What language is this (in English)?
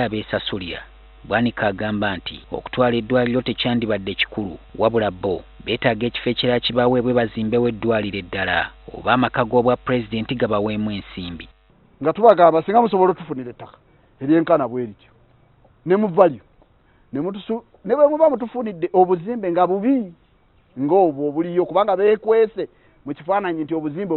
Ganda